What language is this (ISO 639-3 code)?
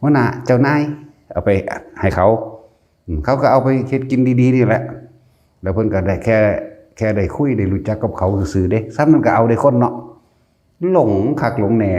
tts